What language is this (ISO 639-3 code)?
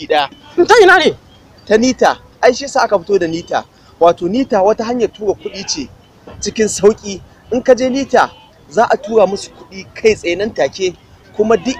hau